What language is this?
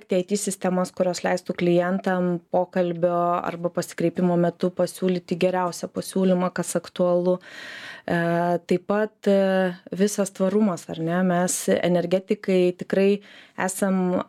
Lithuanian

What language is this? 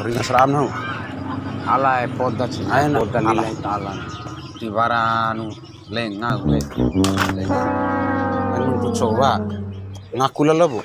Bima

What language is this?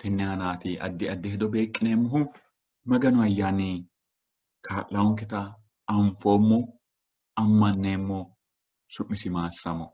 Sidamo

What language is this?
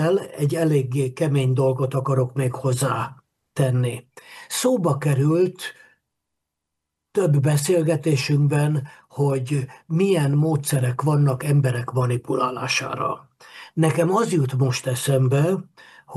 Hungarian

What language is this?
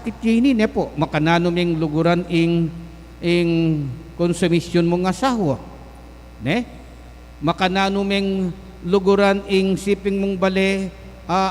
Pampanga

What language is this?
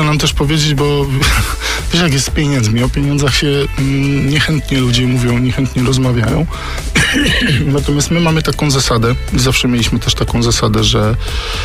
Polish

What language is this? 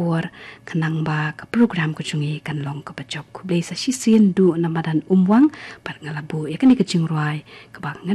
Khasi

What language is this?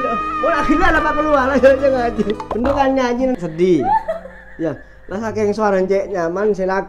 Madurese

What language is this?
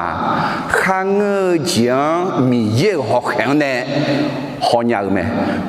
Akha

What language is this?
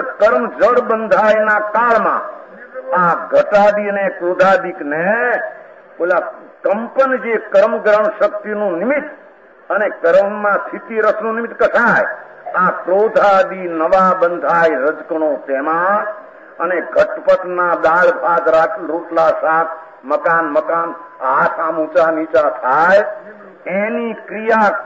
Gujarati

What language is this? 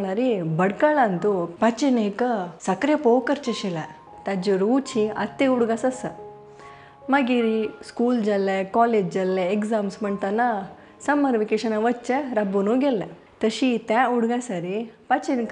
Konkani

